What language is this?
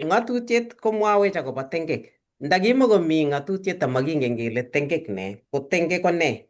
Kalenjin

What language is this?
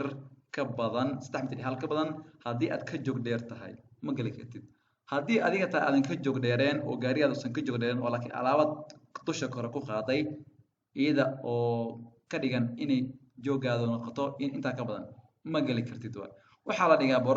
Somali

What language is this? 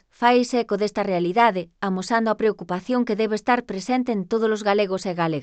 Galician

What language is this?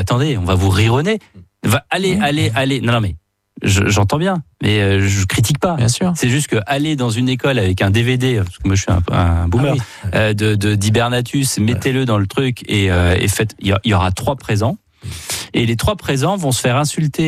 French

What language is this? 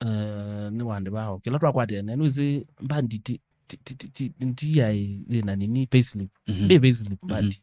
Kamba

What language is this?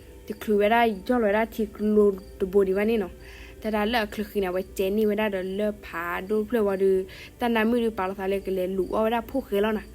S'gaw Karen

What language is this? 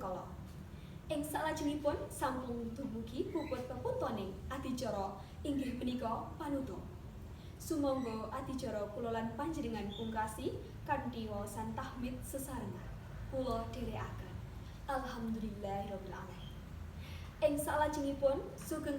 Javanese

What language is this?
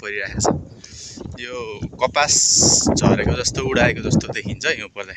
Nepali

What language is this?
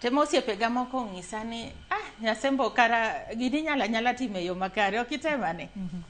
Luo (Kenya and Tanzania)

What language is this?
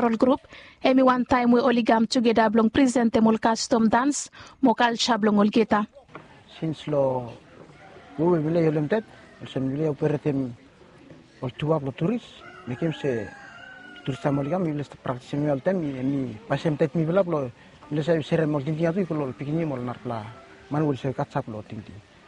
Bislama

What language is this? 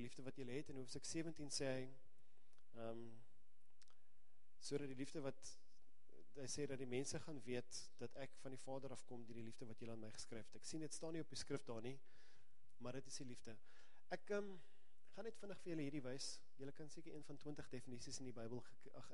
Afrikaans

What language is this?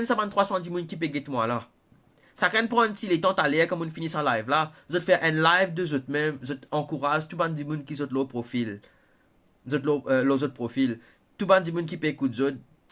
Morisyen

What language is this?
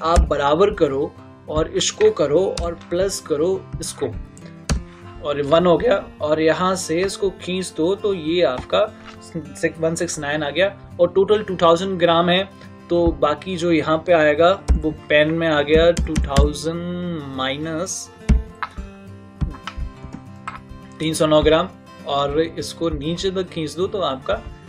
Hindi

